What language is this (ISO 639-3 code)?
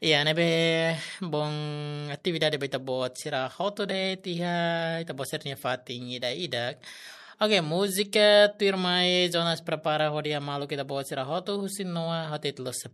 tet